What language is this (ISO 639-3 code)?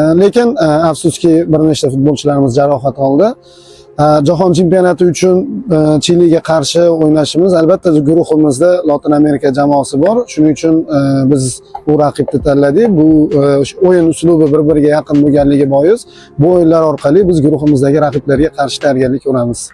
uzb